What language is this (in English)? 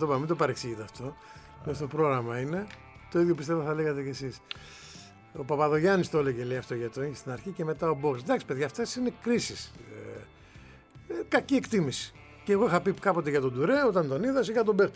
Greek